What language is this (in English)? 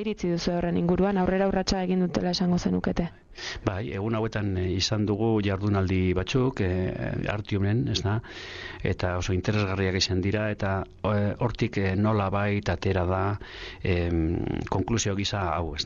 Basque